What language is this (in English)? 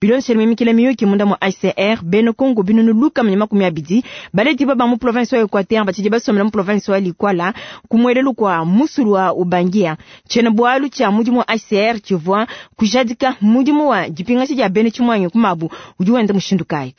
Luba-Lulua